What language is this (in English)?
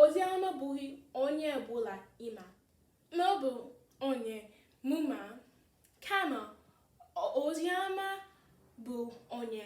Igbo